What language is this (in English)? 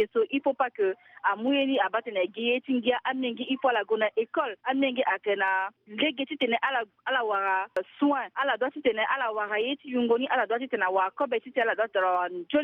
Sango